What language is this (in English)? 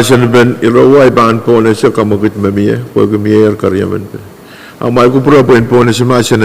Pohnpeian